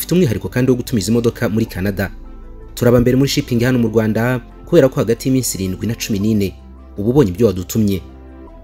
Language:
Kinyarwanda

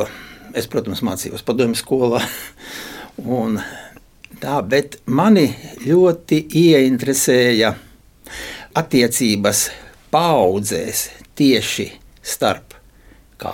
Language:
Latvian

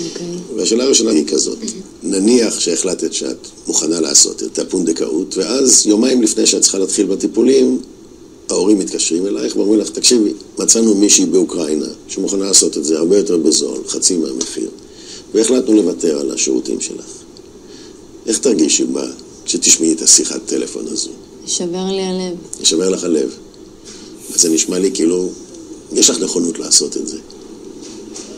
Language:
Hebrew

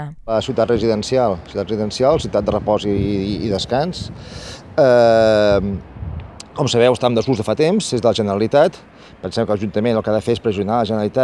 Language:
Catalan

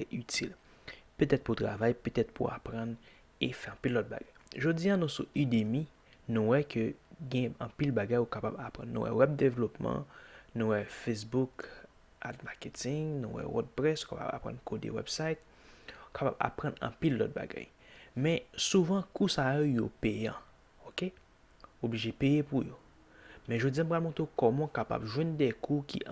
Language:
Haitian Creole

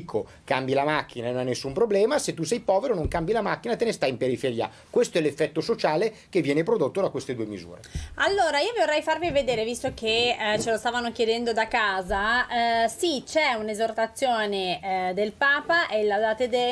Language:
Italian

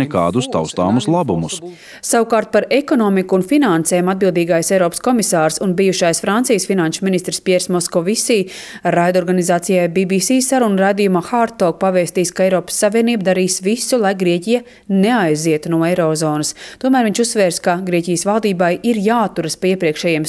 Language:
Latvian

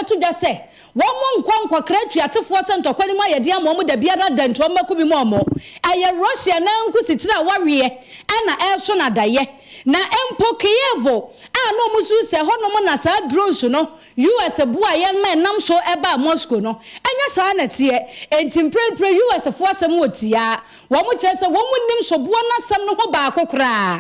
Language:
Akan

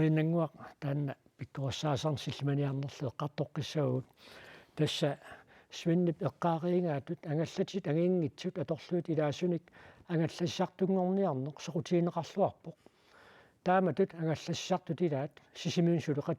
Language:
Kalaallisut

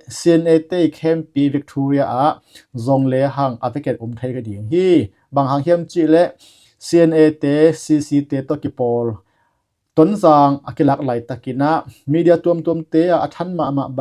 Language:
Tedim Chin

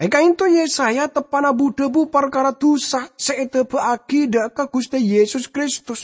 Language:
Madurese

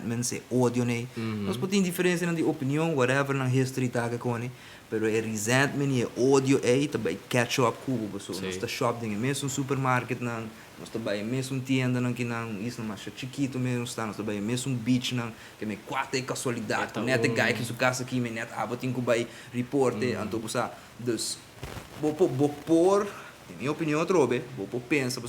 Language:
Papiamento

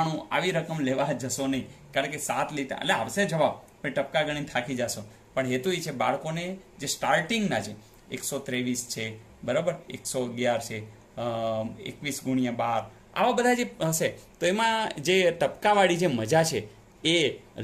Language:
Gujarati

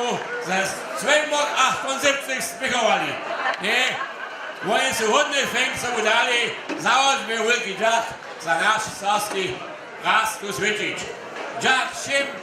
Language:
Upper Sorbian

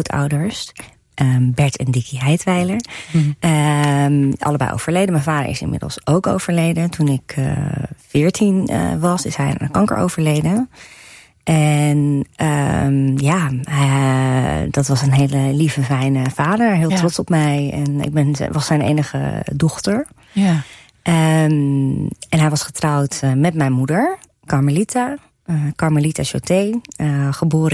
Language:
Dutch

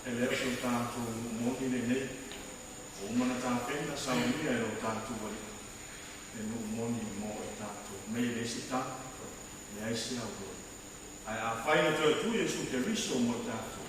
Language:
Samoan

